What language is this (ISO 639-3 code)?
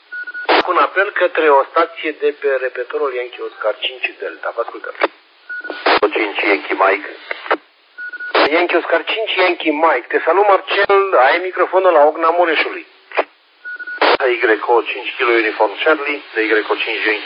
ron